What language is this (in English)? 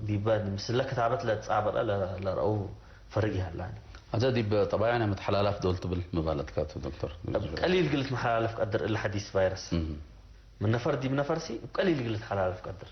Tigre